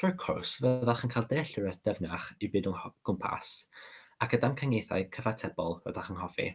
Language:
Welsh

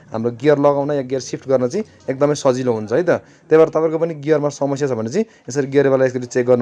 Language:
Nepali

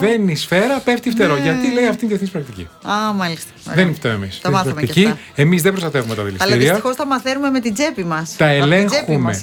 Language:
Greek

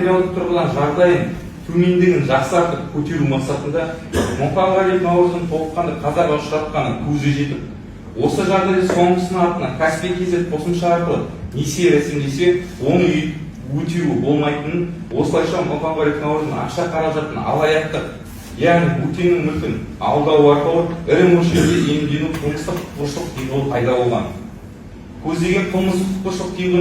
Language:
Kazakh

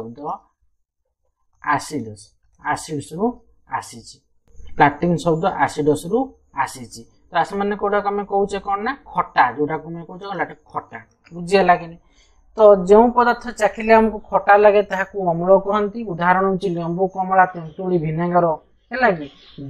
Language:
Odia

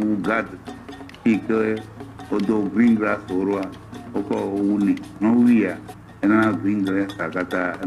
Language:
Ewe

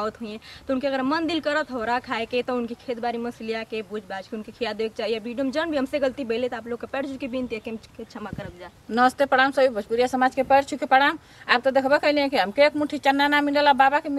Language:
Bhojpuri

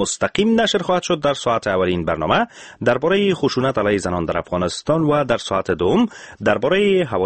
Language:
Persian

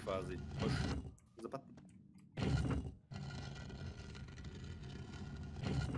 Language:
German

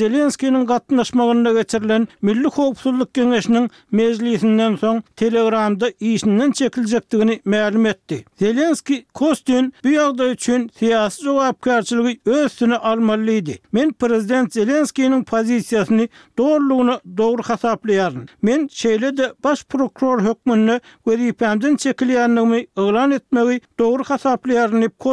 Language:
Turkmen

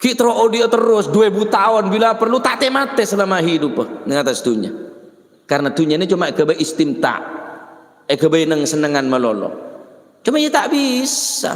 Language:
Madurese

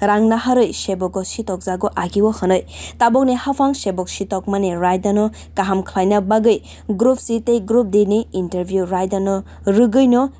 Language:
Kok Borok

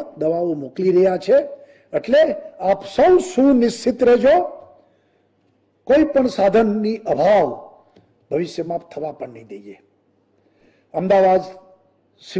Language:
Gujarati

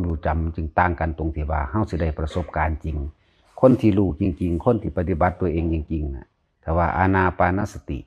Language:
Northeastern Thai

